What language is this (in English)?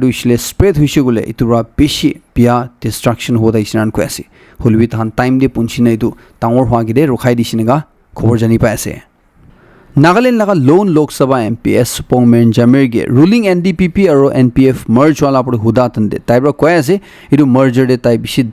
Naga Pidgin